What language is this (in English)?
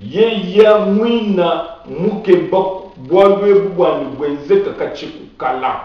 Luba-Lulua